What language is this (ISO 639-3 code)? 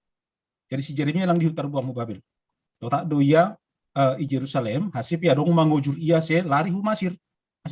bts